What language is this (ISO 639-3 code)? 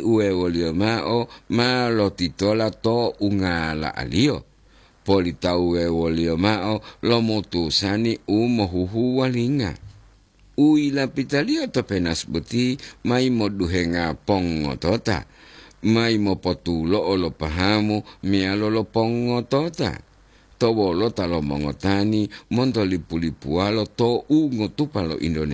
gor